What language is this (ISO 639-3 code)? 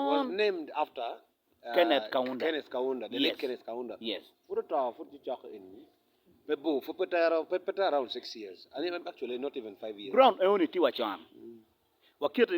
ach